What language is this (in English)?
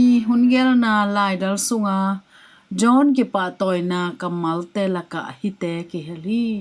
Tedim Chin